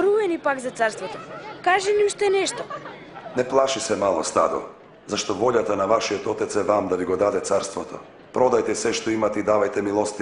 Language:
Macedonian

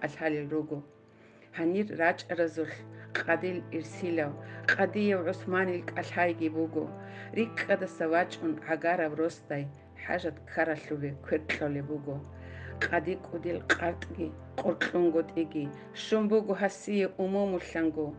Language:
Avaric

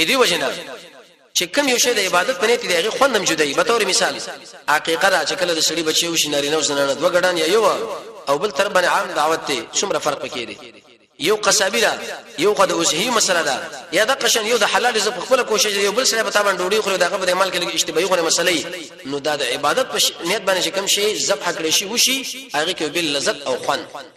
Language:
Pashto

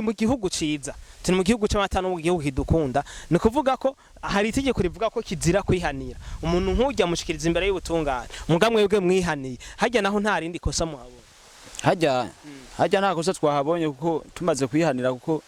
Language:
Rundi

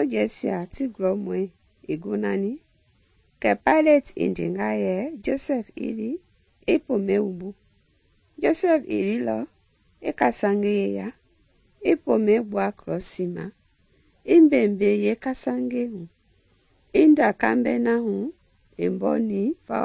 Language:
Mende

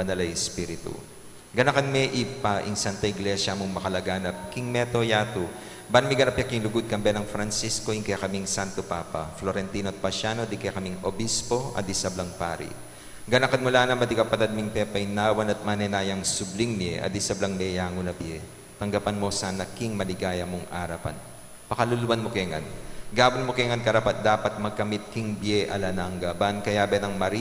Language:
Pampanga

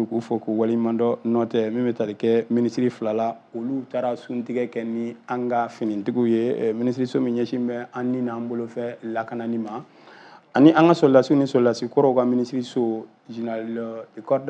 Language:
Bambara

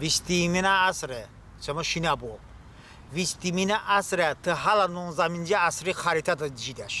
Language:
Talysh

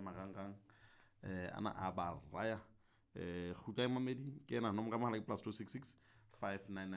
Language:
Southern Sotho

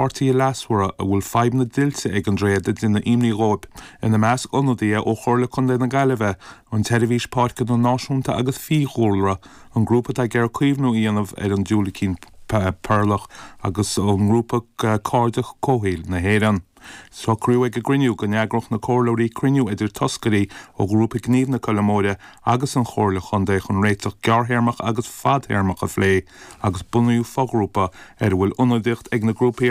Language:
Irish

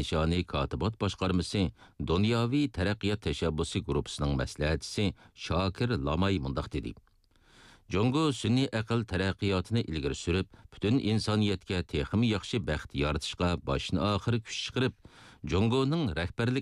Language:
Uyghur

